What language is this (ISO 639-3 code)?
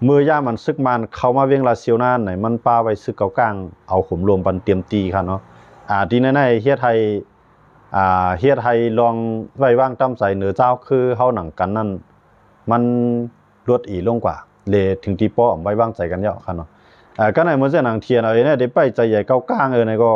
shn